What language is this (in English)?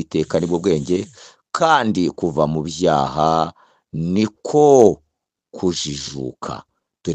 Kinyarwanda